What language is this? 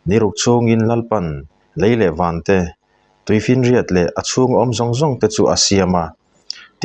Mizo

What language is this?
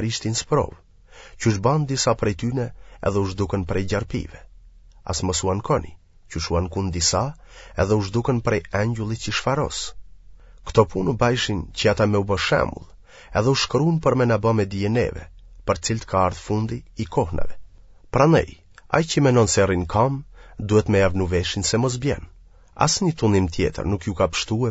Albanian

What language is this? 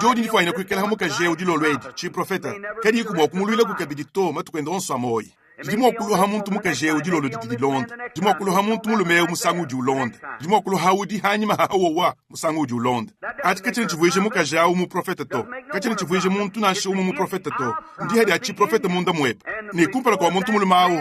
Luba-Lulua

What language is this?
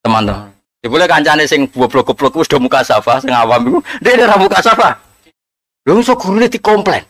Javanese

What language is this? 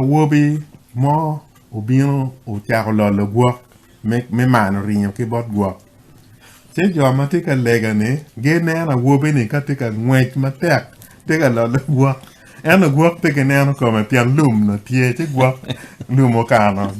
Acoli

